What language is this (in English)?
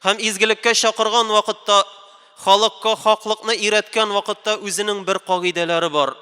Tatar